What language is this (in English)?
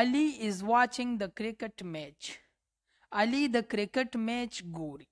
Pashto